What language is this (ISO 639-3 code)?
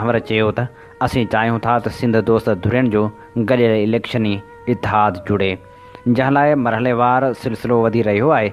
snd